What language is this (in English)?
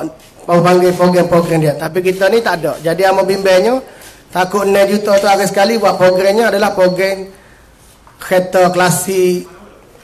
Malay